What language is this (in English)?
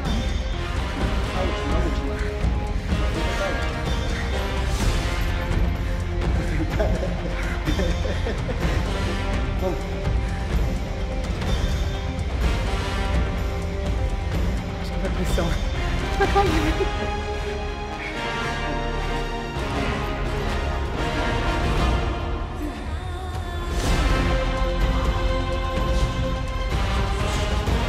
Portuguese